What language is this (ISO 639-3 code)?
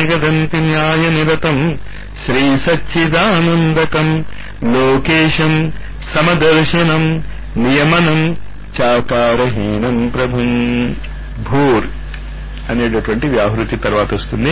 tel